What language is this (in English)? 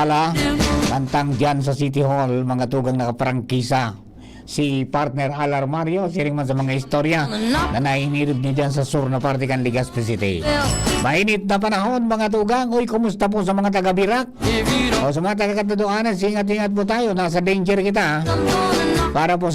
Bikol